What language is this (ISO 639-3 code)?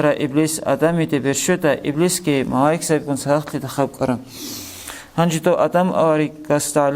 ava